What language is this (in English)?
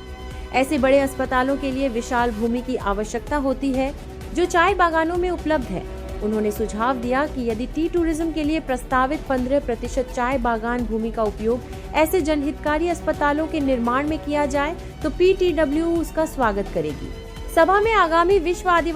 Sadri